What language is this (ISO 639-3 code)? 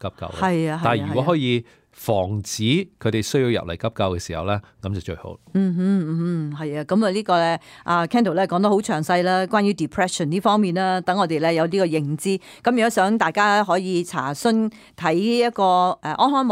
yue